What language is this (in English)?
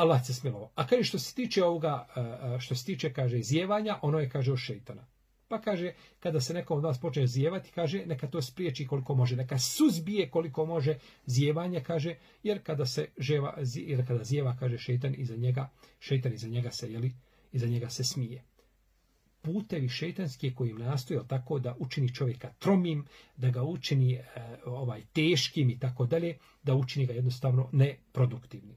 Bosnian